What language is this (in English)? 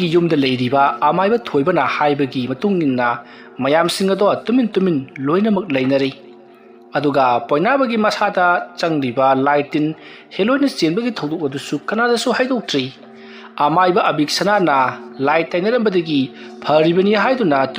Manipuri